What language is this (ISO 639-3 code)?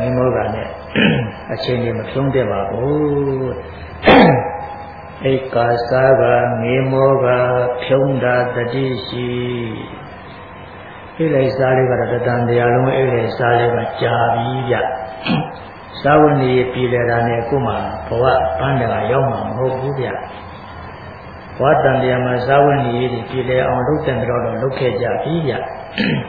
mya